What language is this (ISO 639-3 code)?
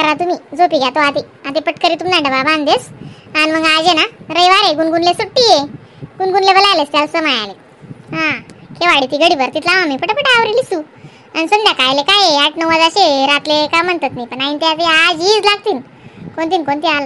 khn